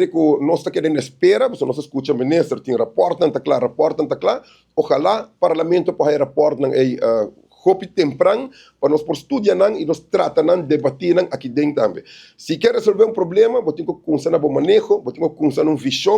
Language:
Papiamento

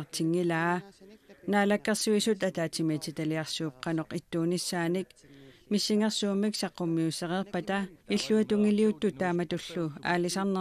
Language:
Kalaallisut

